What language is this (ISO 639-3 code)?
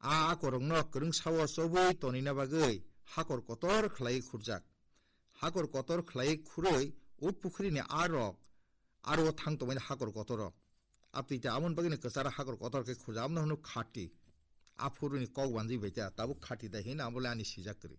trp